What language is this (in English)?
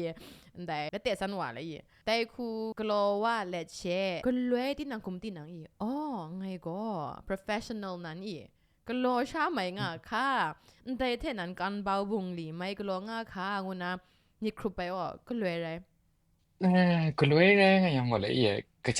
Kachin